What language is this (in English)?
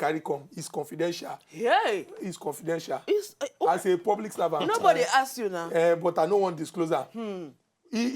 Nigerian Pidgin